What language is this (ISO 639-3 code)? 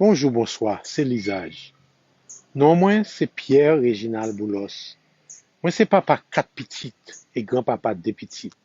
hat